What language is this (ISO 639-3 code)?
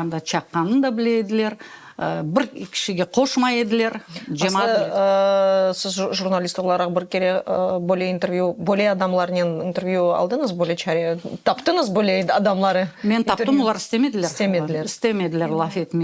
crh